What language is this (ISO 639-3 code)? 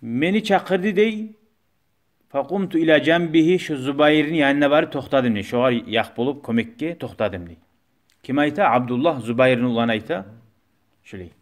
kum